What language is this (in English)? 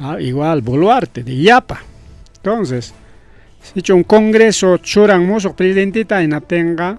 Ayacucho Quechua